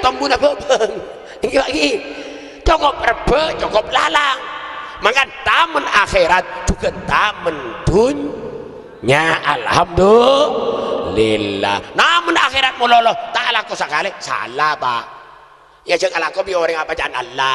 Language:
Madurese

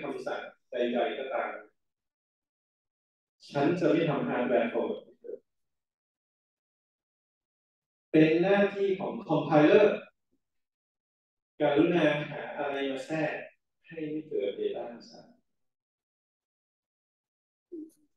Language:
Thai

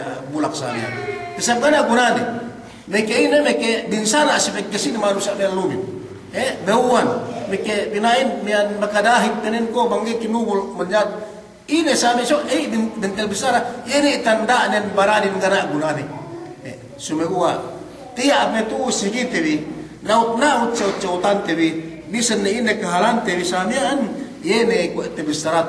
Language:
Yakan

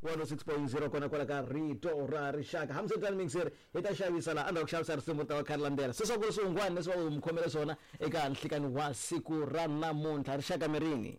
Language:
Tsonga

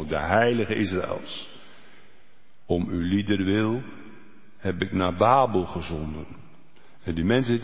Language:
Dutch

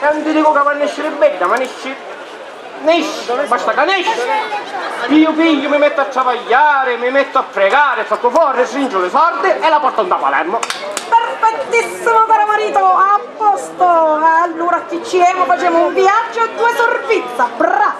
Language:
Sicilian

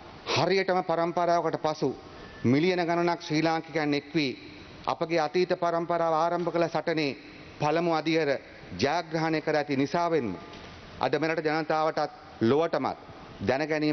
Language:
Sinhala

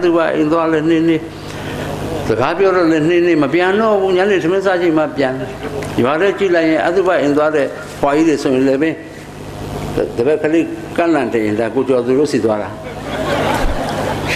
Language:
Burmese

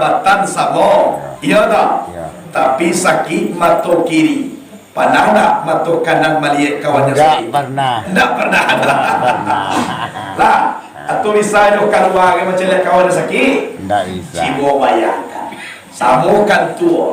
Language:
Minangkabau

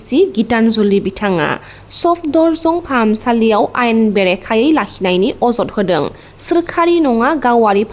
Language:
Bodo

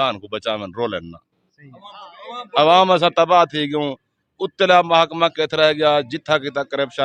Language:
Saraiki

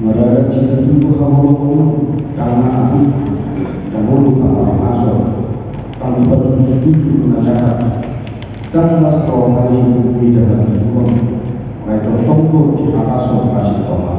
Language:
Batak Toba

